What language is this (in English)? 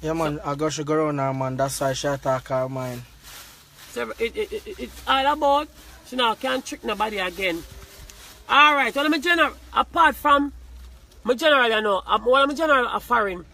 Jamaican Creole English